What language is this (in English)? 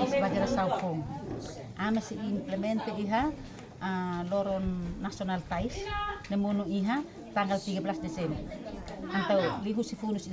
Tetum